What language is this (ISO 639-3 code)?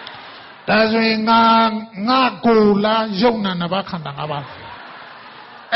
mya